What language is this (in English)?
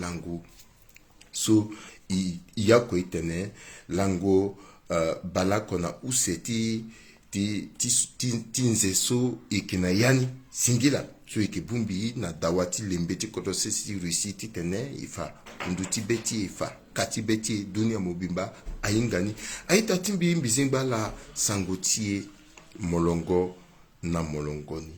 Sango